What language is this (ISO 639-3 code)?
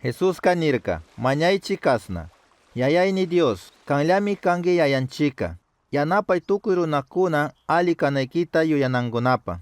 qug